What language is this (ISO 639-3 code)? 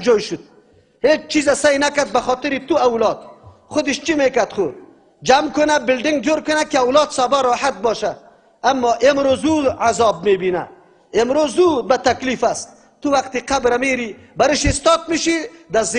tgk